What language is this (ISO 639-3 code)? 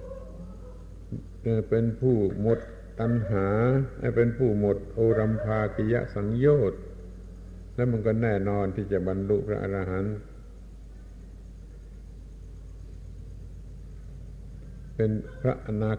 tha